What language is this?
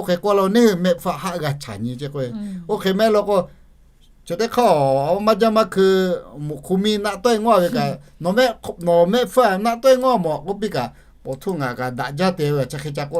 Lahu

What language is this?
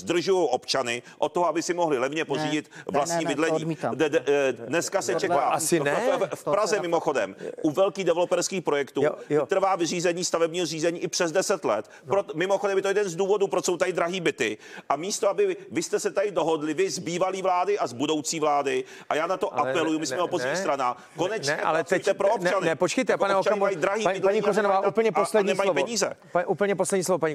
Czech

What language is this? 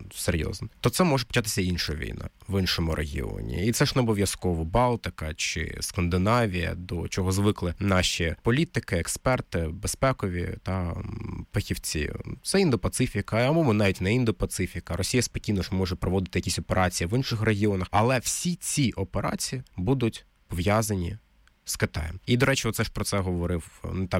Ukrainian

